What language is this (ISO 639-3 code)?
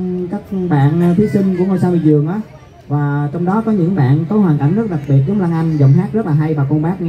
vie